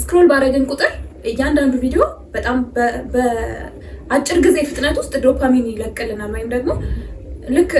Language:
Amharic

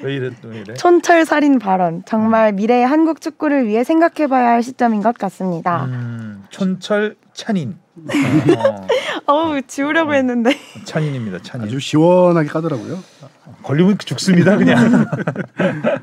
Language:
Korean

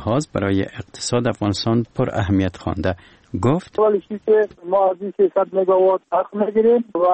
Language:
Persian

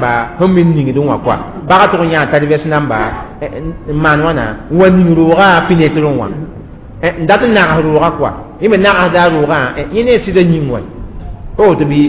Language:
Mossi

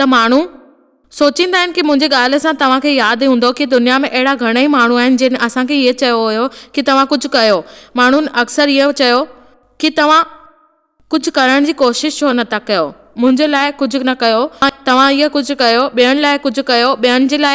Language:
Sindhi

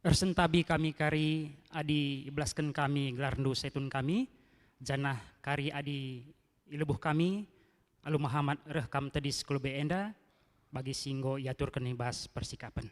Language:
Batak Karo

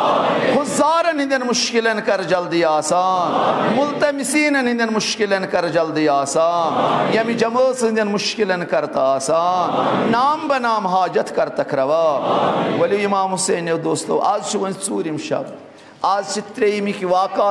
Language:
Kashmiri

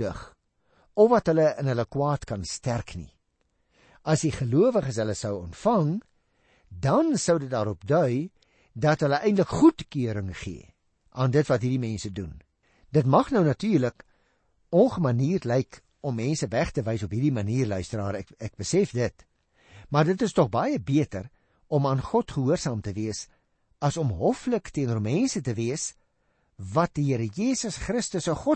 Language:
Afrikaans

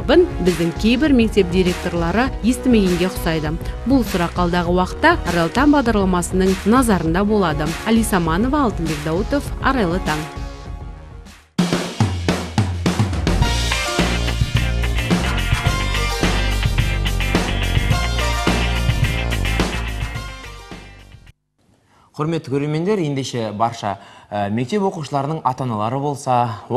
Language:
Kazakh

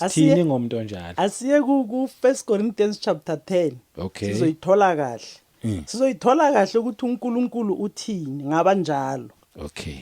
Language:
Zulu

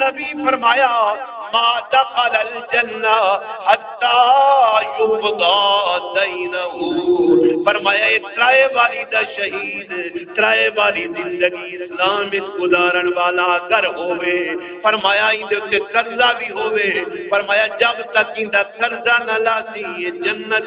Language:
Saraiki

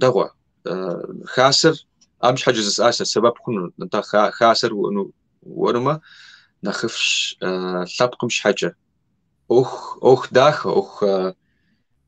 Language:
Kabardian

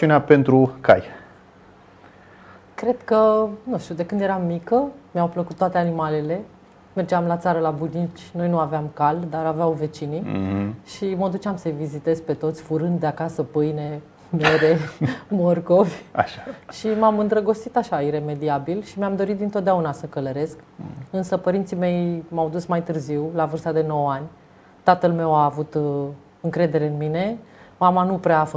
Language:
Romanian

